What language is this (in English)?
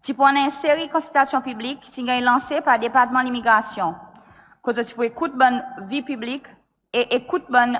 Seselwa Creole French